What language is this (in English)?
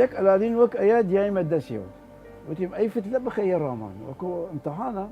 Southern Kurdish